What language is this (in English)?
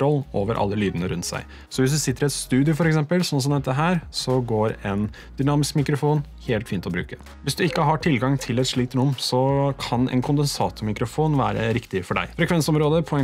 Norwegian